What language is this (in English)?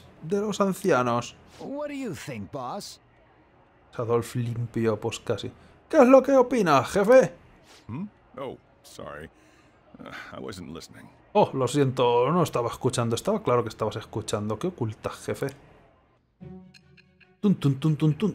Spanish